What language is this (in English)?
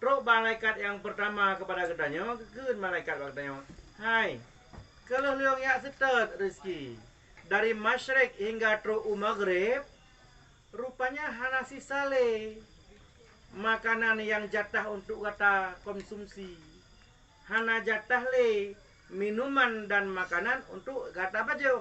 Achinese